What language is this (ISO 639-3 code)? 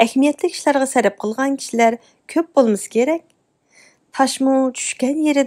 uig